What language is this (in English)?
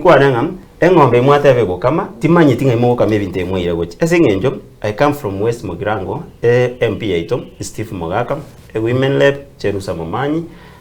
Gusii